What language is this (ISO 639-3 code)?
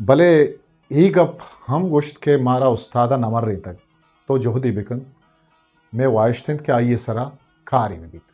bgp